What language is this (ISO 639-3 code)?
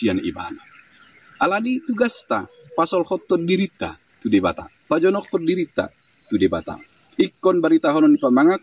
bbc